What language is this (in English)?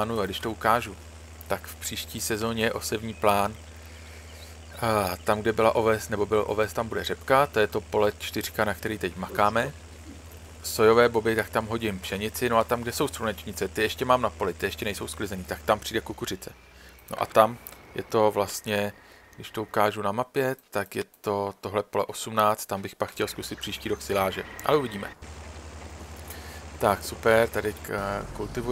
Czech